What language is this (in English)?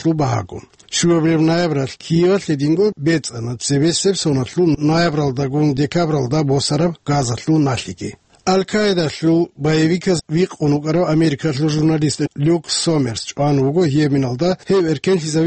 Avaric